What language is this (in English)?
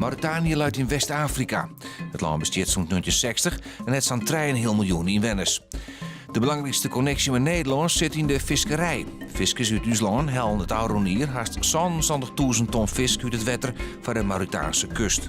Western Frisian